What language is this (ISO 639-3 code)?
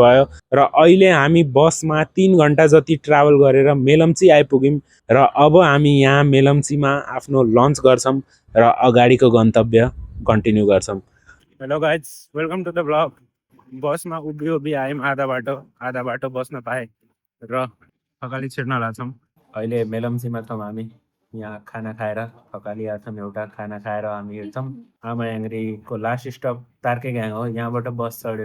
nep